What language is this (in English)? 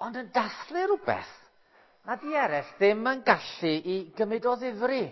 Welsh